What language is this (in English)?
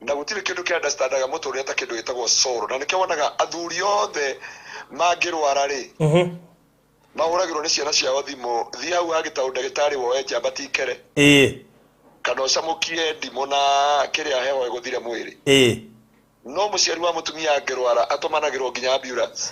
Kikuyu